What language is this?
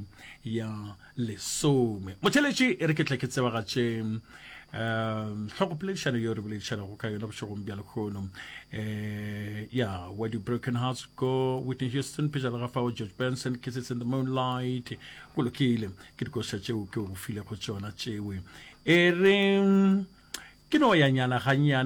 Northern Sotho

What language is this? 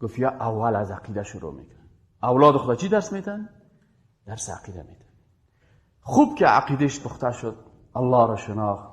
Persian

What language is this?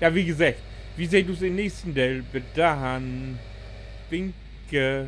Low German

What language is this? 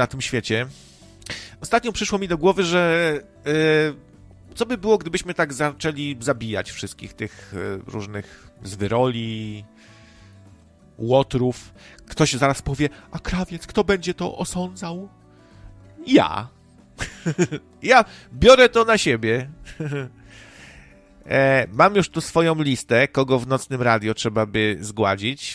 Polish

